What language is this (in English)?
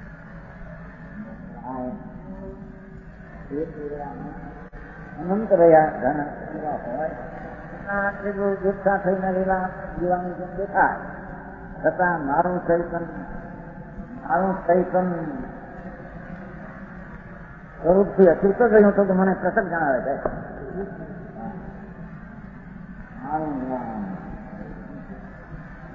Gujarati